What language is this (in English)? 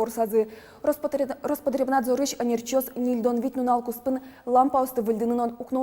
Udmurt